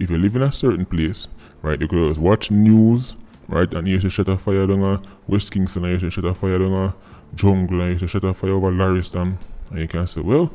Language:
Jamaican Creole English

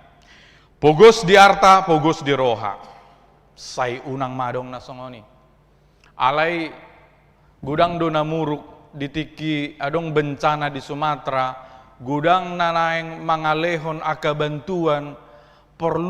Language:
Batak Toba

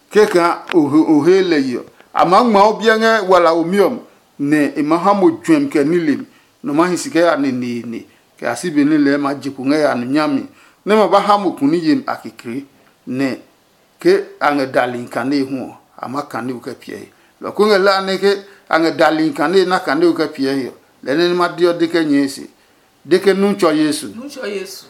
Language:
Adangme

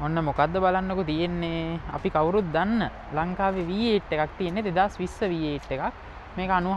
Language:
Sinhala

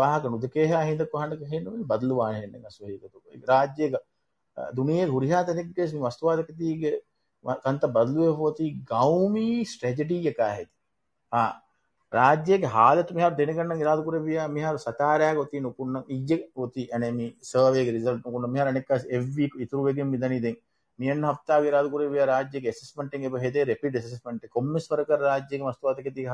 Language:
Divehi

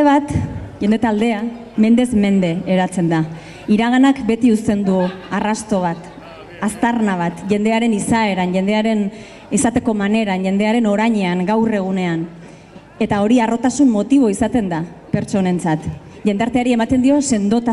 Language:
Basque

